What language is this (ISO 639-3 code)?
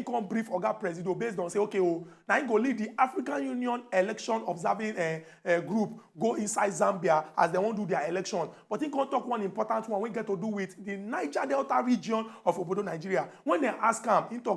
pcm